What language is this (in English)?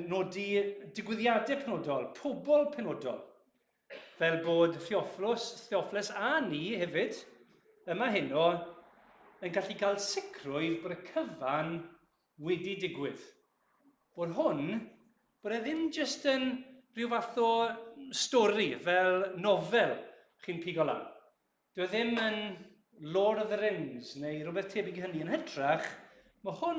Welsh